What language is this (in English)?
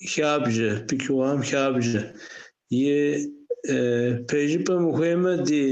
Kabardian